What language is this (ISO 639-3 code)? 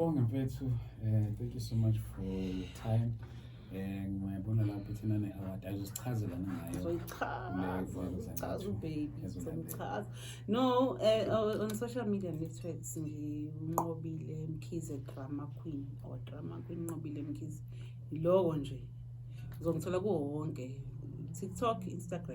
zul